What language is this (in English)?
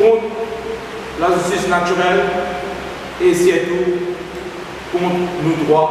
Morisyen